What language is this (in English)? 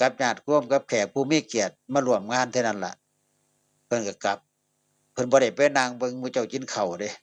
Northeastern Thai